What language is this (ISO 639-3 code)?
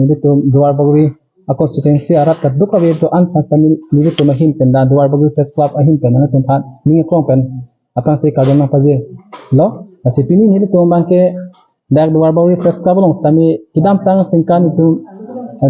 mjw